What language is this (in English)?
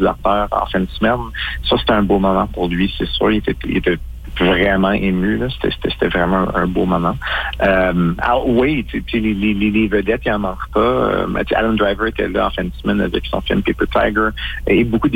French